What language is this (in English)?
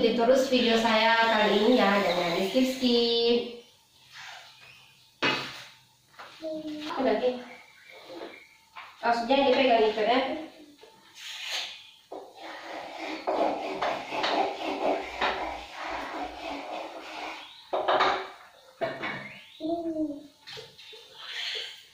Indonesian